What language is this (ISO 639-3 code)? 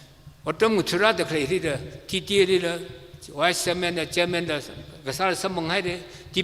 nmf